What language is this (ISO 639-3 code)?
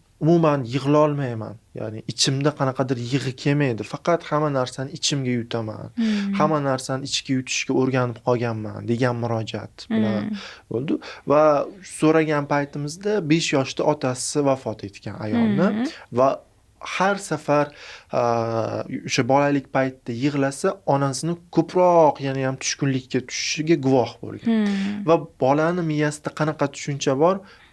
uzb